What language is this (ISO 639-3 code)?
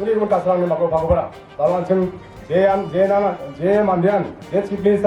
grt